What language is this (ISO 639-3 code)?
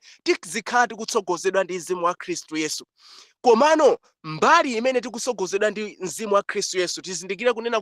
nya